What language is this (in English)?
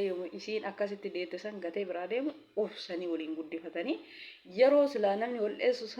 Oromo